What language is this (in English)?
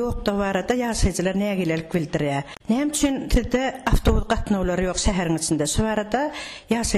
Turkmen